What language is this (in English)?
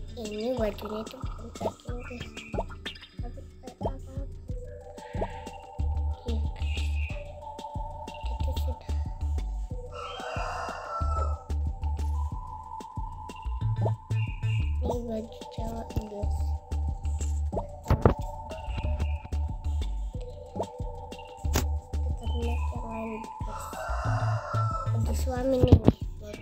Indonesian